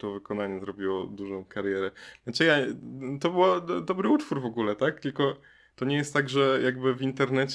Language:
Polish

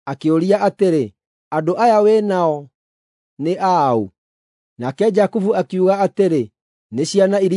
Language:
Kikuyu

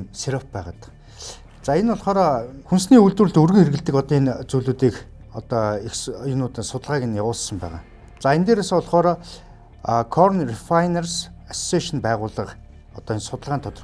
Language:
Mongolian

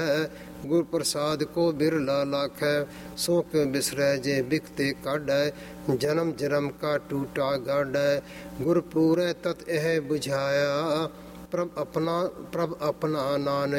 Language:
Punjabi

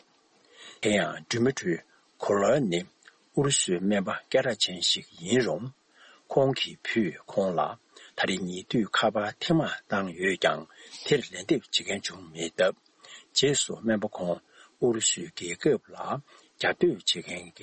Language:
Tibetan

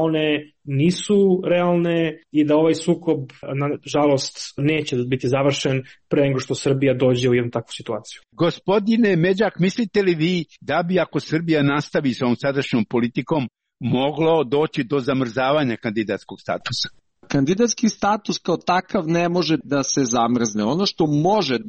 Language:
Serbian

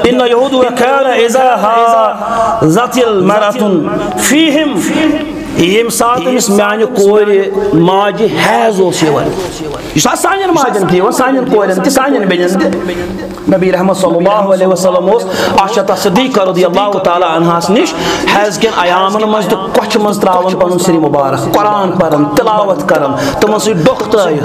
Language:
Kashmiri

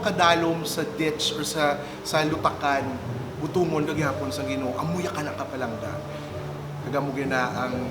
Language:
Hiligaynon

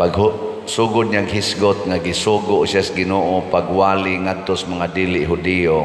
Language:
Cebuano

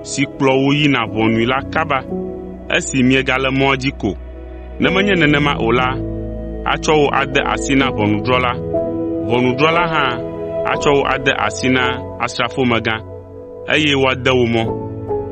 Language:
Ewe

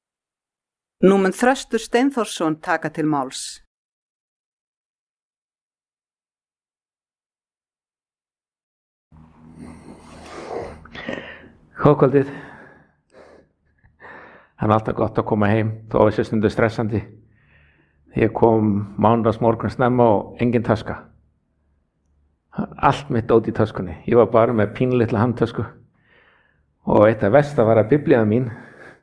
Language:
Icelandic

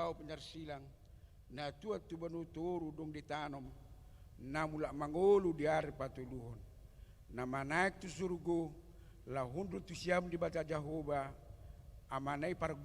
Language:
Batak Toba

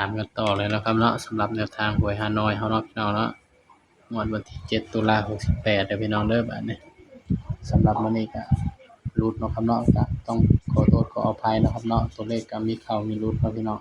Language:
Northeastern Thai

